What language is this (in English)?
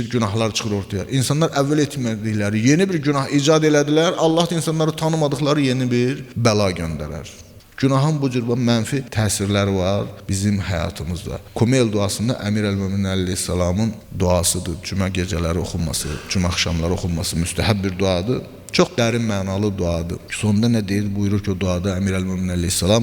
Azerbaijani